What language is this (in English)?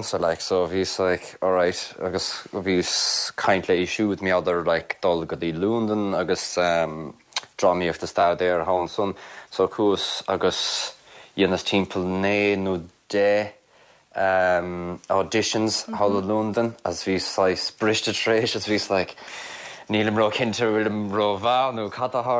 Irish